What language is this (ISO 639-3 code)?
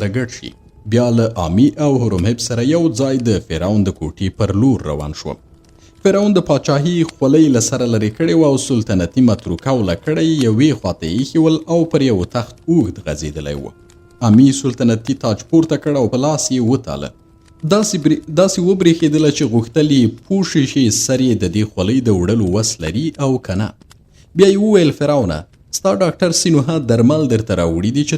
pus